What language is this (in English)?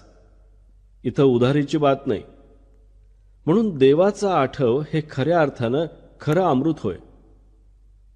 Marathi